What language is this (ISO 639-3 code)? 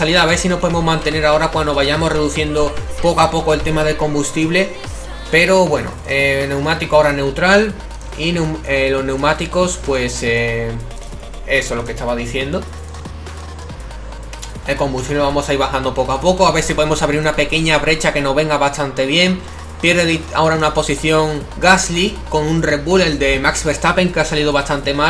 spa